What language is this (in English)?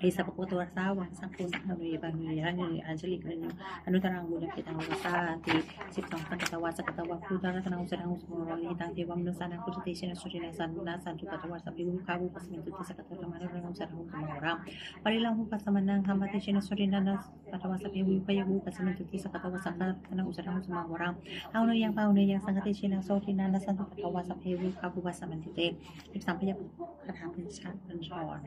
Pali